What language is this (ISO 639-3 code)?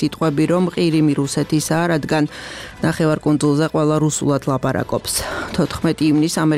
kat